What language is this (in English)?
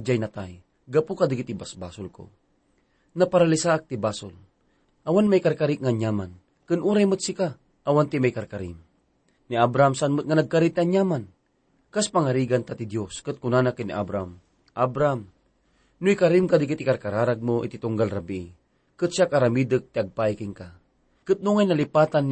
Iloko